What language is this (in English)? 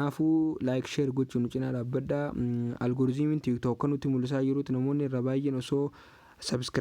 Oromo